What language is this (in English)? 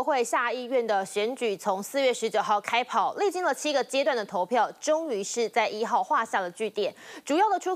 Chinese